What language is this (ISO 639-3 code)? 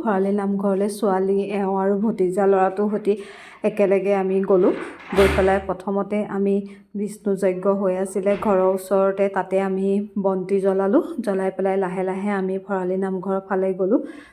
asm